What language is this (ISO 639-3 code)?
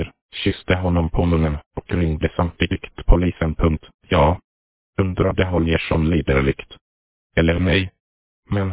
swe